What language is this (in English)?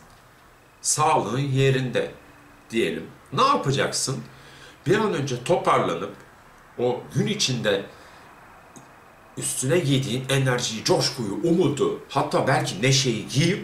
Turkish